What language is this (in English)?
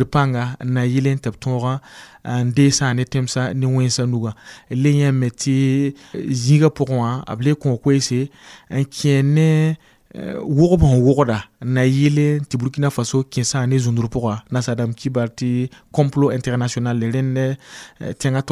Mossi